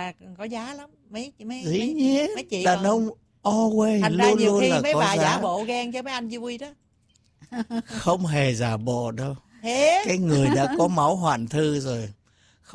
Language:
Vietnamese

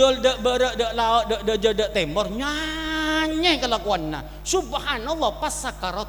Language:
Madurese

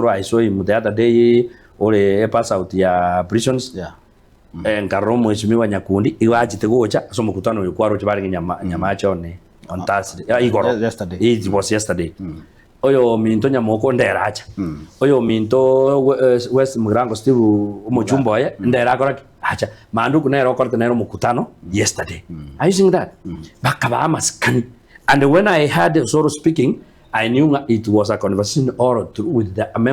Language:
Gusii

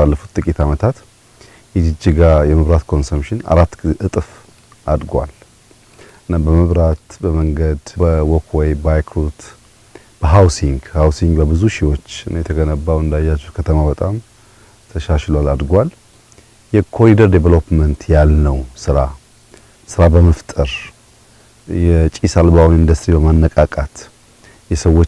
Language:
Amharic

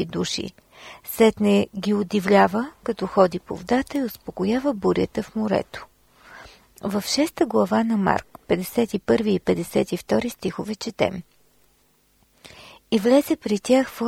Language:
Bulgarian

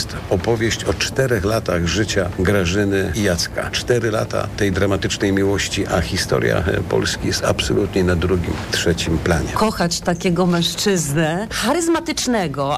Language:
Polish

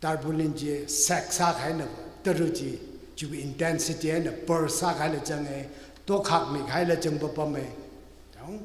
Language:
Tangkhul Naga (India)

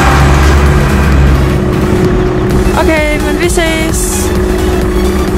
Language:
Danish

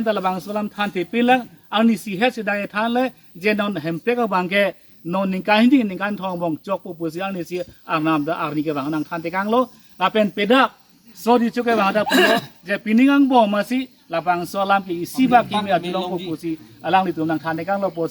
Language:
Karbi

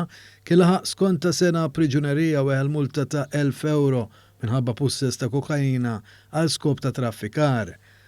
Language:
Maltese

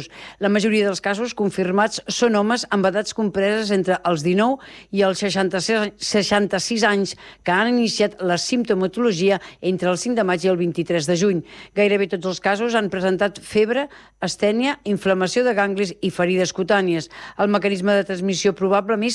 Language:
Catalan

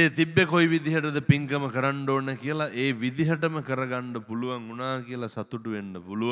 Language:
Sinhala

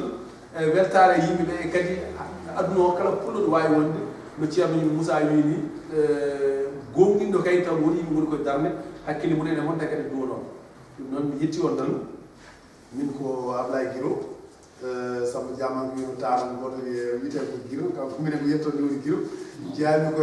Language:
Fula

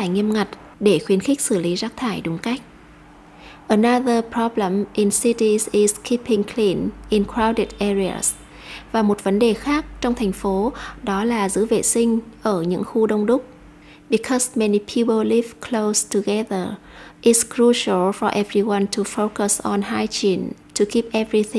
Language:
Vietnamese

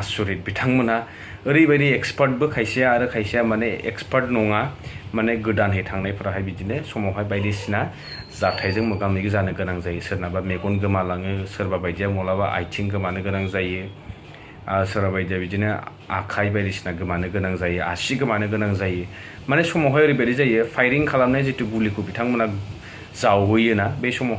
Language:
Bodo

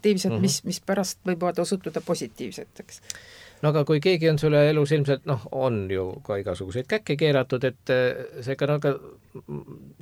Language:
Estonian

